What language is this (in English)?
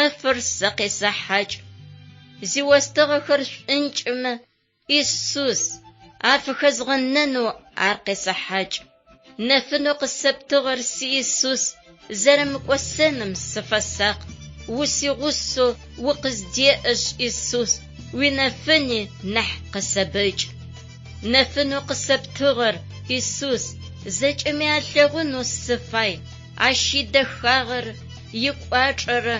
Adyghe